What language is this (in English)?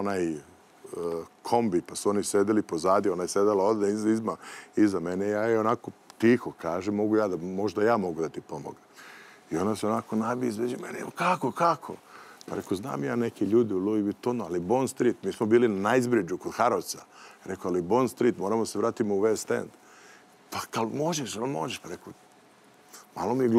Serbian